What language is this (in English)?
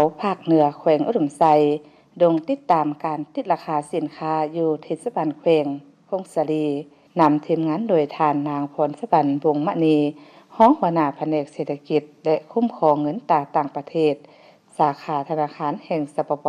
Lao